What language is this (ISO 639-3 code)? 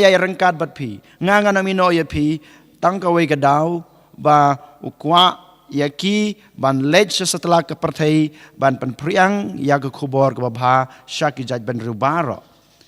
kha